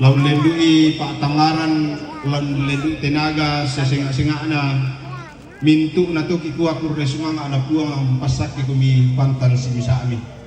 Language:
Toraja-Sa'dan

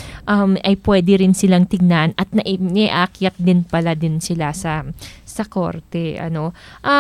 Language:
Filipino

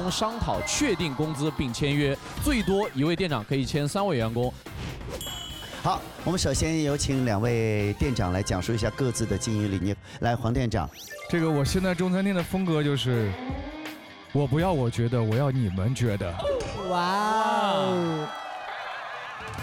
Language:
Chinese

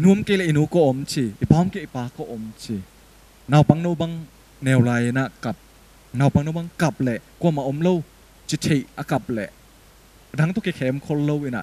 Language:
Tedim Chin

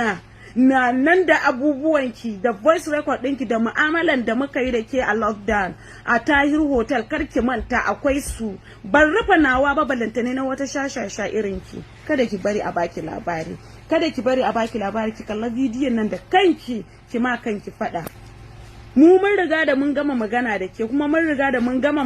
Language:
Hausa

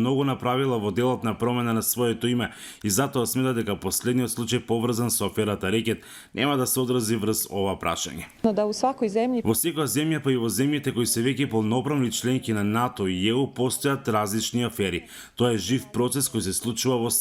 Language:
Macedonian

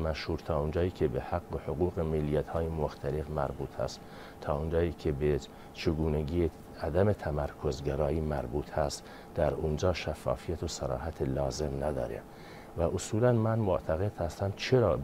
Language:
Persian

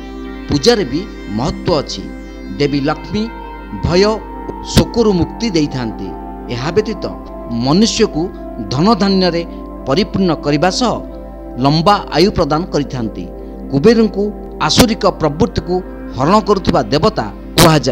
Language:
Odia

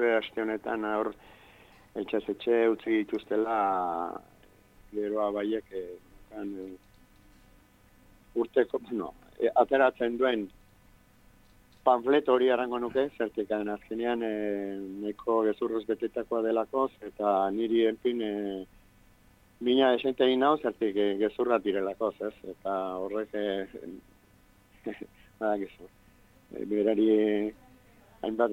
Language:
Basque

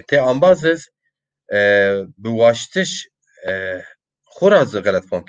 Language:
Zaza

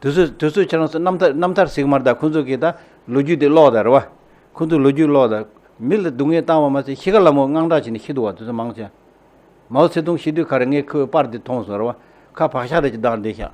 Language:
Tibetan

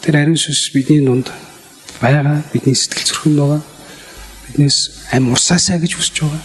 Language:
Mongolian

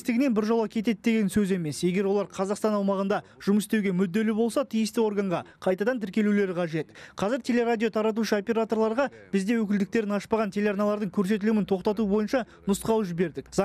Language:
Kazakh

